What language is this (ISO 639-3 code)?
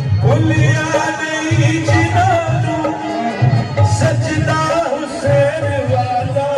phr